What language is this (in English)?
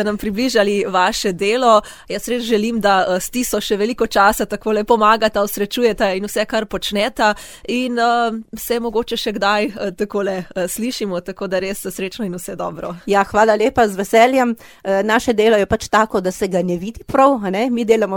Slovenian